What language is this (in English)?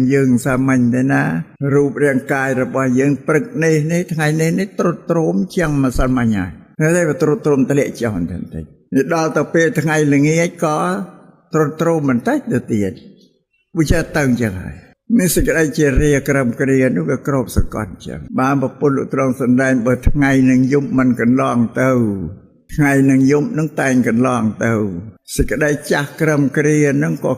Khmer